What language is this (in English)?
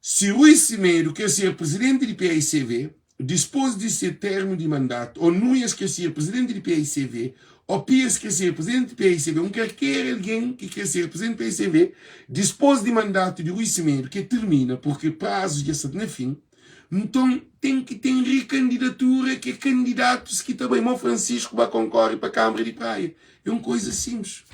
Kabuverdianu